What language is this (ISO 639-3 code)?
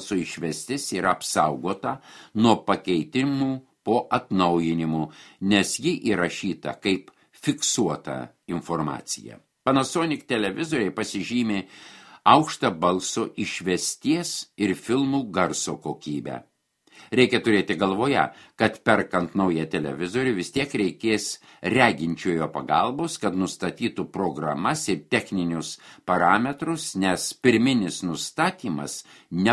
lit